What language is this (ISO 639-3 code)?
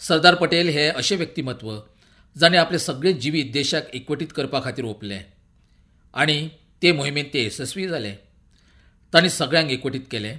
kok